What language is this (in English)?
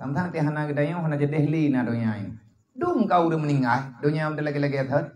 Achinese